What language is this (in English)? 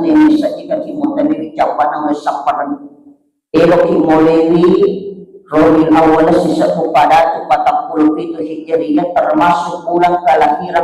Buginese